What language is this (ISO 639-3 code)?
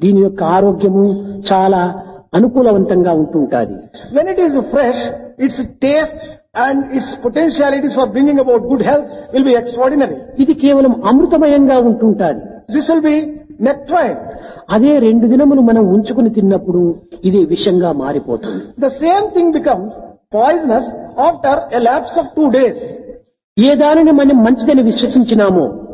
tel